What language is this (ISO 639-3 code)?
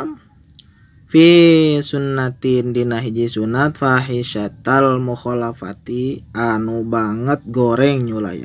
sun